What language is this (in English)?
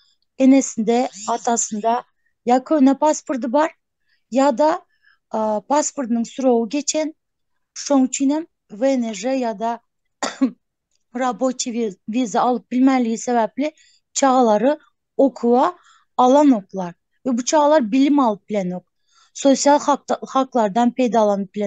Turkmen